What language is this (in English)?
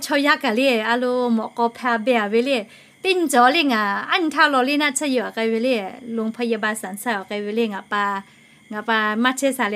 Lahu